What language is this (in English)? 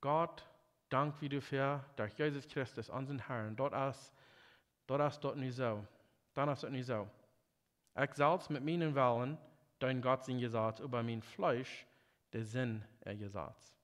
Plautdietsch